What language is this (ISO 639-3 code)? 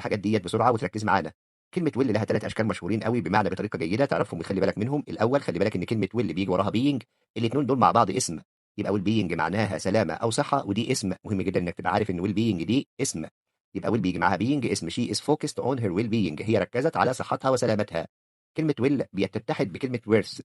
arz